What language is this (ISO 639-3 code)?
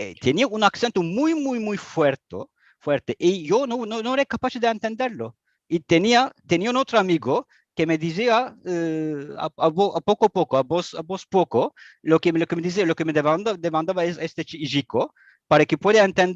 lad